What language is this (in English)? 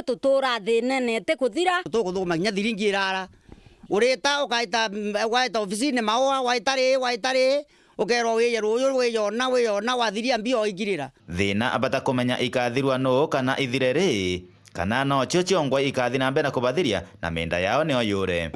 Meru